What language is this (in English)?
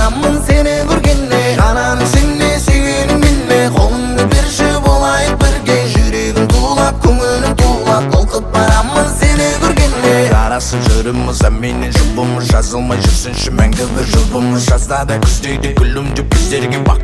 Kazakh